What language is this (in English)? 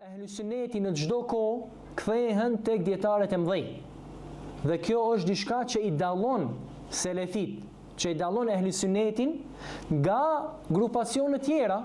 Albanian